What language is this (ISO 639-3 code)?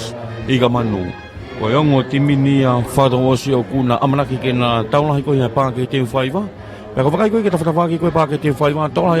ton